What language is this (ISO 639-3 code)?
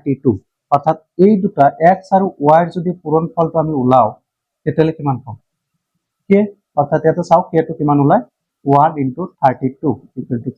asm